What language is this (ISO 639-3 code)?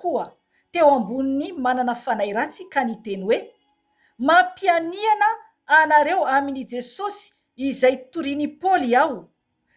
mlg